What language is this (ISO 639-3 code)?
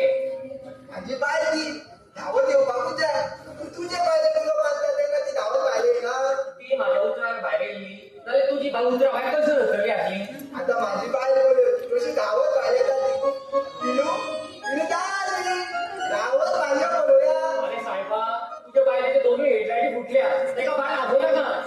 kok